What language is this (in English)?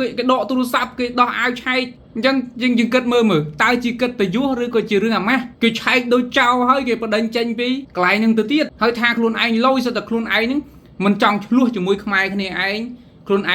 Khmer